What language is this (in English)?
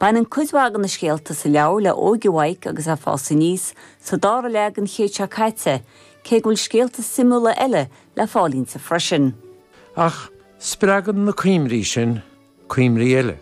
Irish